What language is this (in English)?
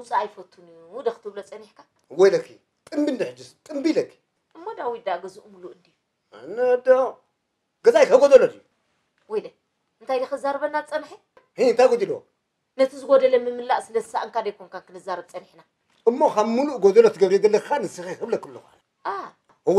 Tigrinya